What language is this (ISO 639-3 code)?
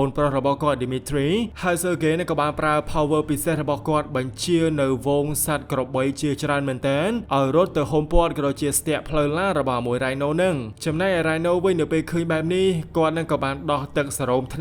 khm